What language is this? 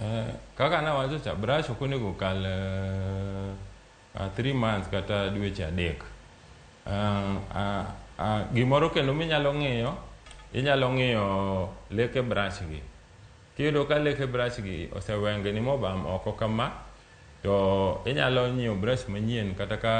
Luo (Kenya and Tanzania)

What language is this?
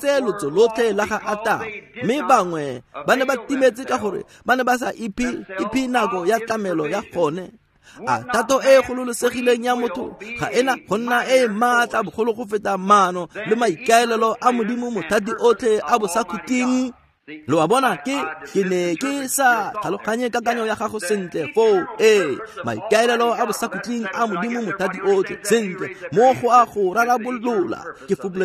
Tswana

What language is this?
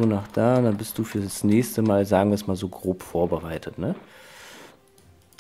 German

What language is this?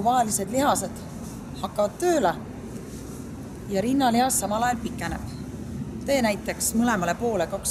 Estonian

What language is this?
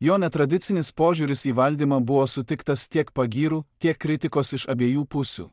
Lithuanian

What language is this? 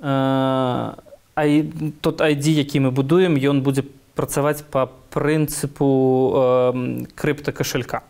Belarusian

